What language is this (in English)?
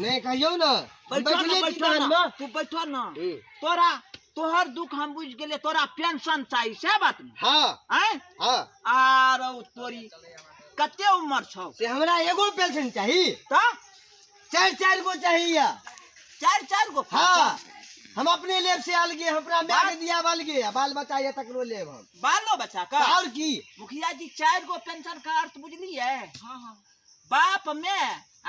Maithili